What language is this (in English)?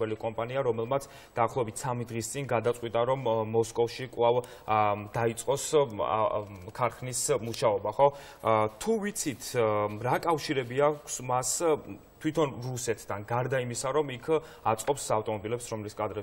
Georgian